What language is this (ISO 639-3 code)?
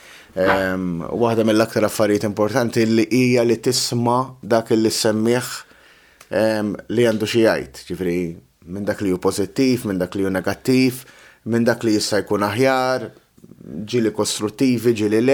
mlt